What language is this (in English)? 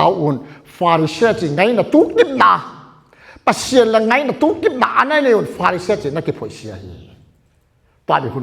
Tedim Chin